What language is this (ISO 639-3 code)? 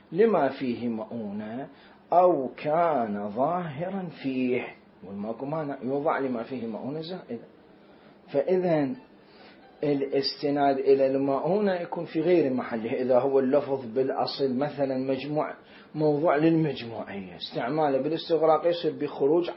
acm